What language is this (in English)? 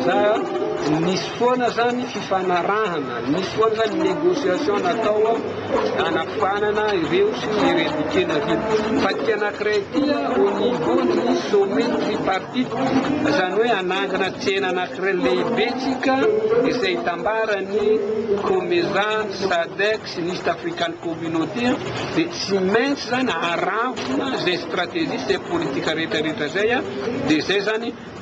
Malagasy